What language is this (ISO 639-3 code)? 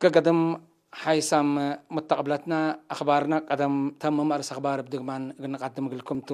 tig